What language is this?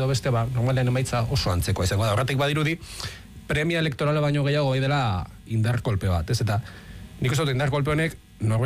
Basque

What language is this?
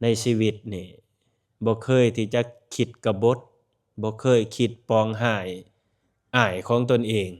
Lao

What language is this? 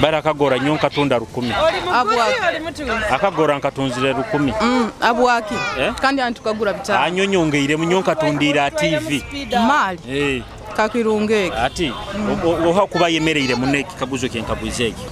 Nyoro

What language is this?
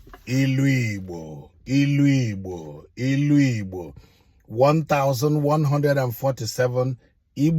Igbo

